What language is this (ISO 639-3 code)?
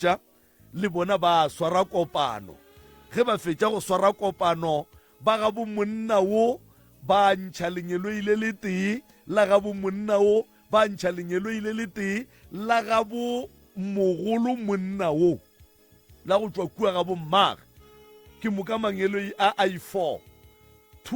nso